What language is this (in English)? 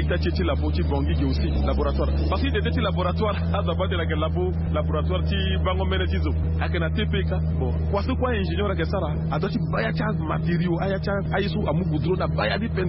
Sango